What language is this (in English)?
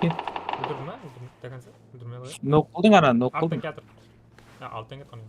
Kara-Kalpak